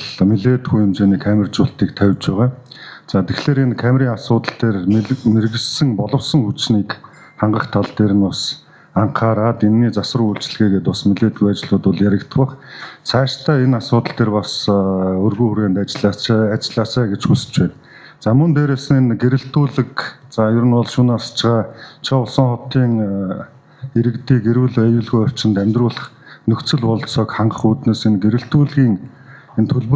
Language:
Mongolian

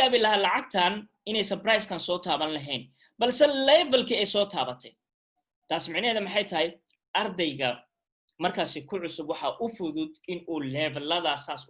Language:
Somali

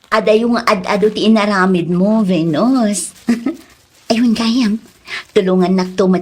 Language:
Iloko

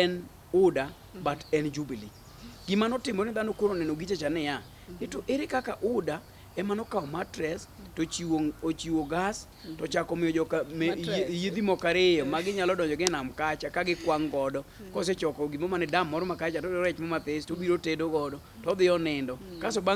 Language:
Luo (Kenya and Tanzania)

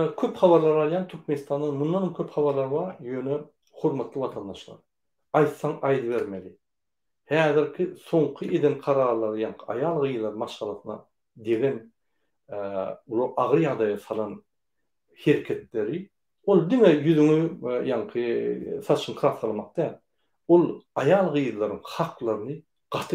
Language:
Turkmen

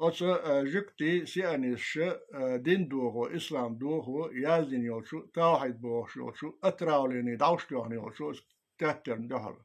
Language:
Chechen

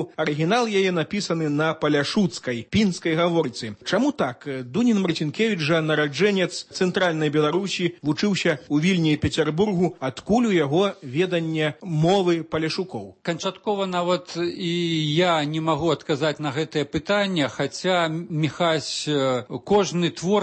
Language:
Belarusian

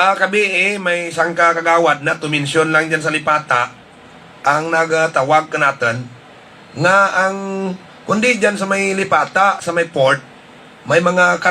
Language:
Hiligaynon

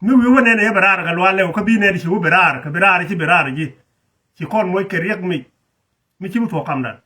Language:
Nuer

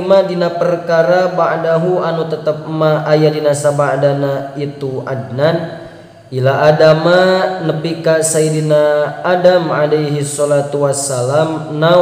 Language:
Sundanese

